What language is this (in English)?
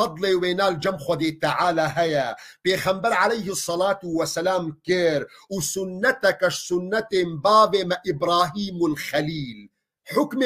Kurdish